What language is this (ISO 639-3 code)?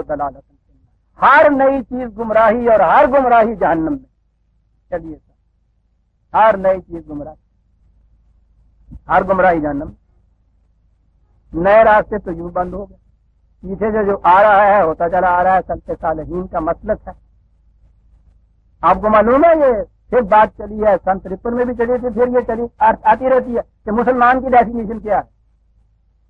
urd